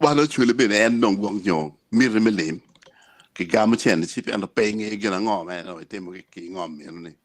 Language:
Acoli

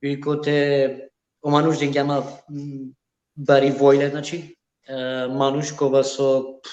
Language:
Balkan Romani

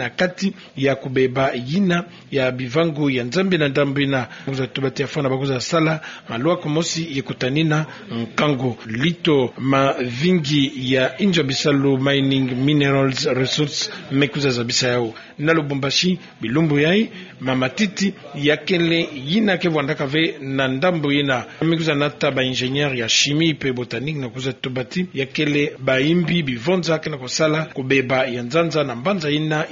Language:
Kituba (Democratic Republic of Congo)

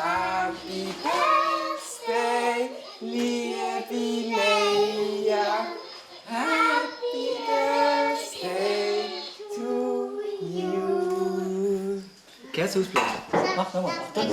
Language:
Swiss German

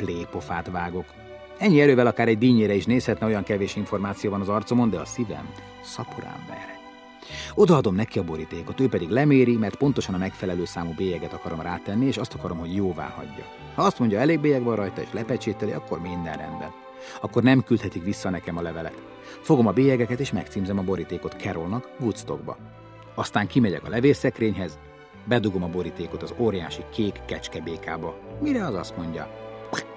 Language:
Hungarian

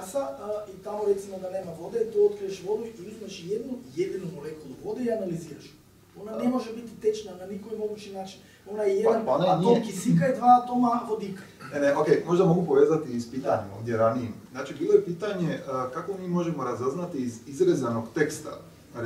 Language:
Croatian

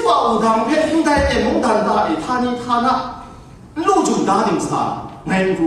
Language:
Kachin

